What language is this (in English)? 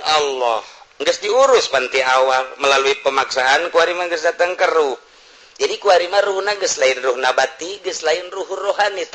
Sundanese